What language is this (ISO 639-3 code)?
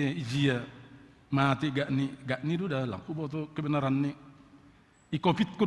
bts